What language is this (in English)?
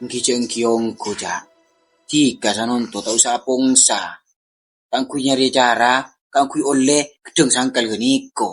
Madurese